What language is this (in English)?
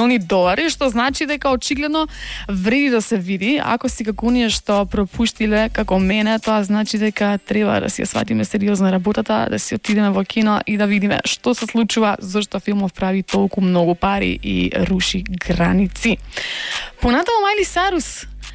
Macedonian